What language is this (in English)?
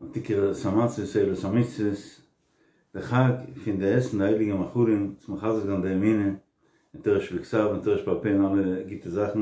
Yiddish